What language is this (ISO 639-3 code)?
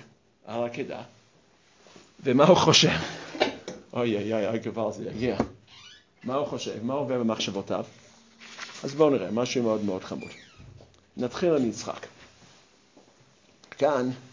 heb